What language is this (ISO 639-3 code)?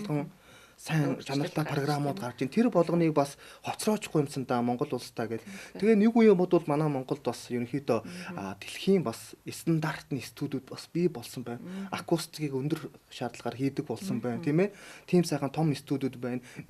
mon